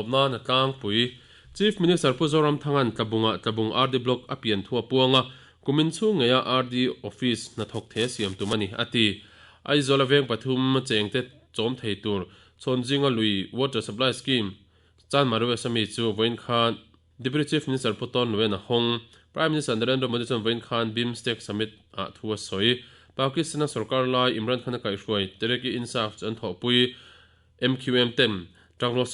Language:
Mizo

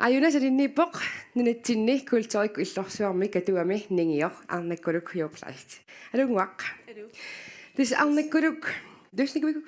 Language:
Kalaallisut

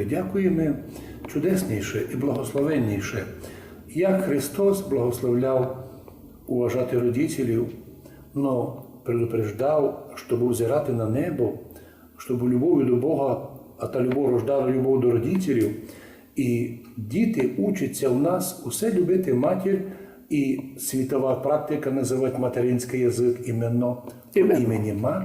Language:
Rusyn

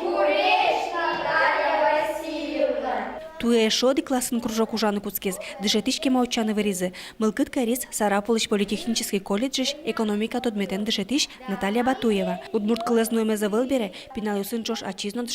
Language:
Udmurt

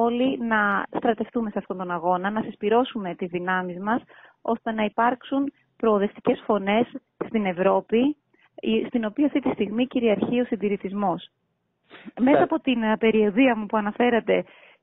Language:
Greek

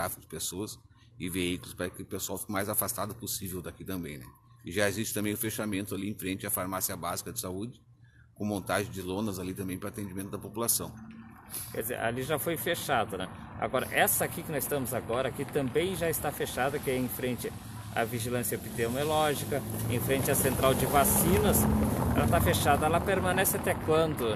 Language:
Portuguese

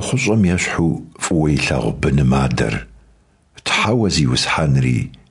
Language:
Kabardian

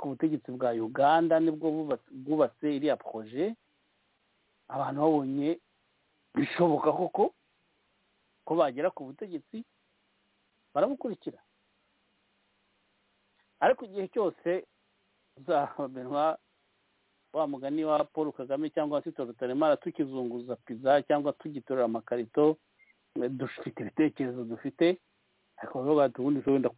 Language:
Kinyarwanda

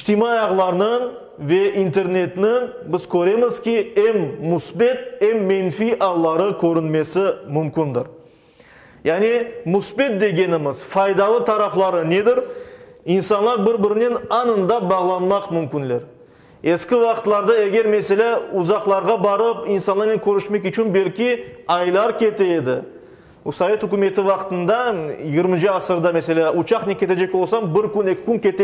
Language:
Crimean Tatar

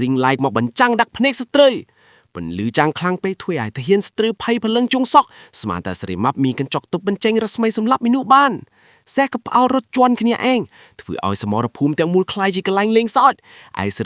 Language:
Khmer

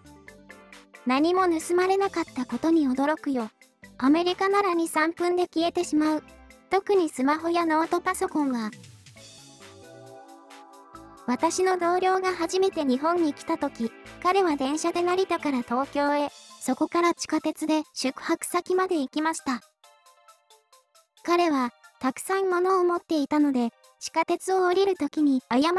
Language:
Japanese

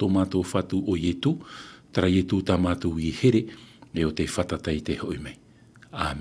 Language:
Tahitian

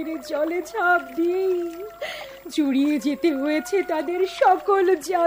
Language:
Bangla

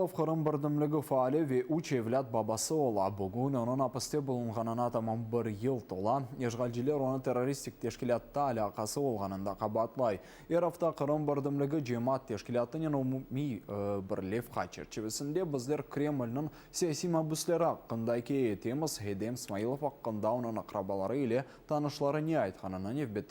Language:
Crimean Tatar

